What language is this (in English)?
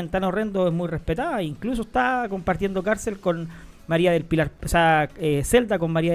Spanish